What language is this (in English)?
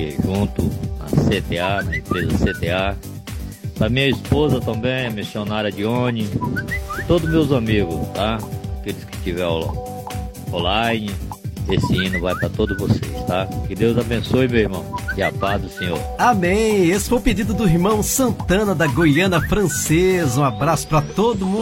Portuguese